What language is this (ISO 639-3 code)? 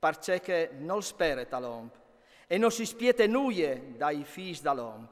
fur